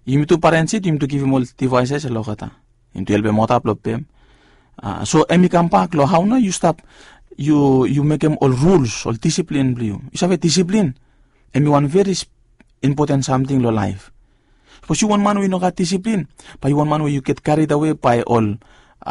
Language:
Bislama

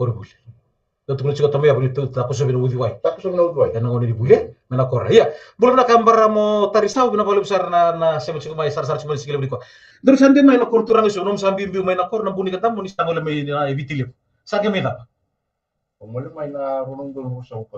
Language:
Fijian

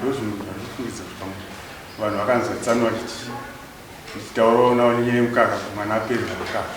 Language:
Shona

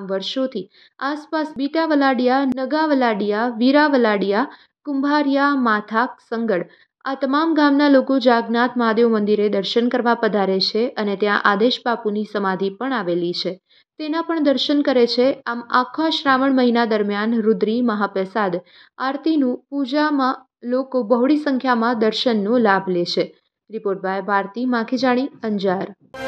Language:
Gujarati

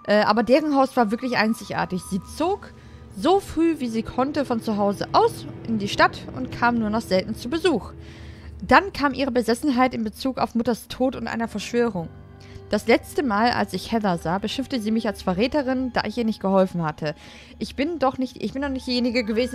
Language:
German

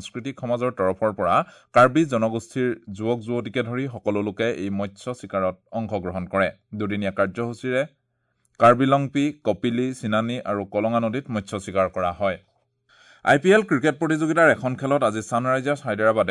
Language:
Assamese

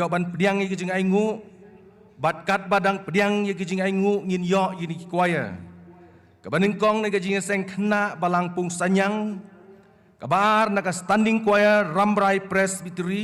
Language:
Khasi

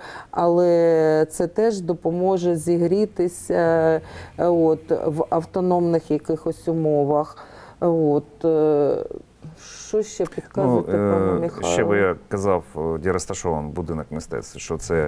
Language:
Ukrainian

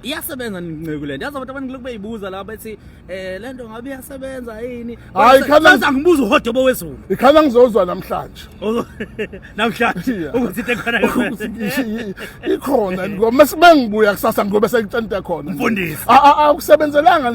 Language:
Zulu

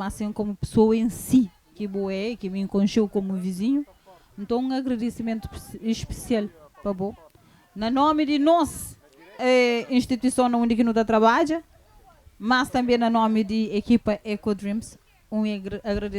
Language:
Kabuverdianu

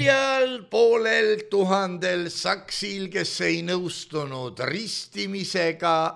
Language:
Estonian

